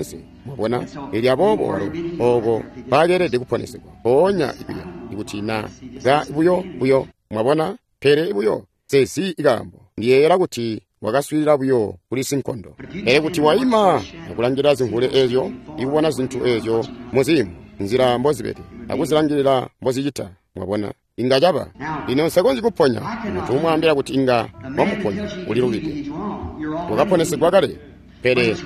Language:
Tonga (Zambia)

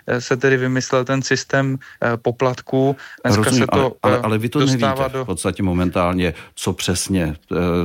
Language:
Czech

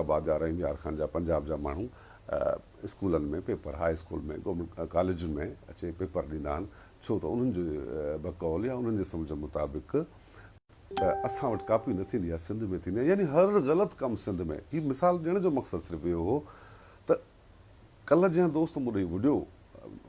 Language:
Sindhi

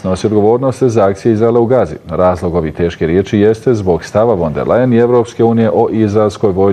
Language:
Bosnian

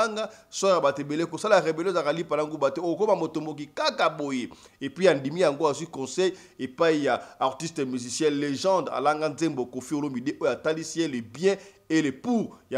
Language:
Lingala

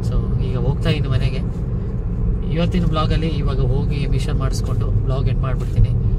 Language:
Kannada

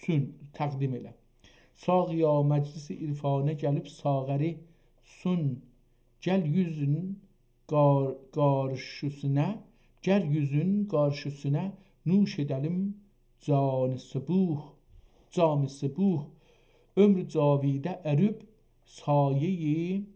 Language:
South Azerbaijani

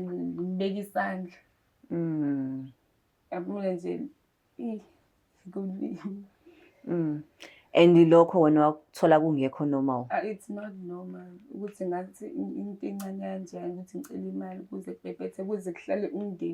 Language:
Zulu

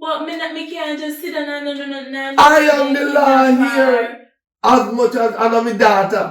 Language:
Jamaican Creole English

